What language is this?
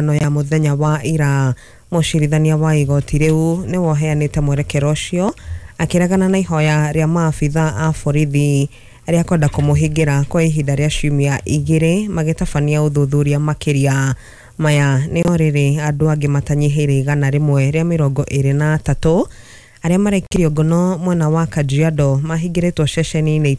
Kikuyu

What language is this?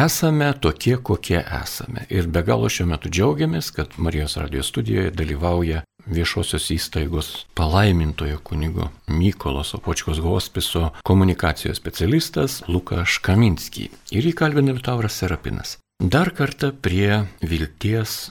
Lithuanian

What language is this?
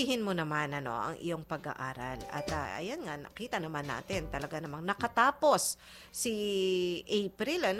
Filipino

